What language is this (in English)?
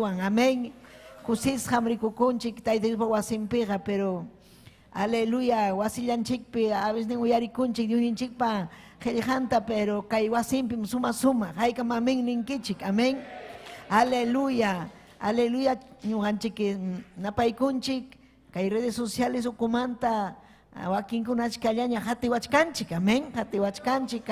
Ayacucho Quechua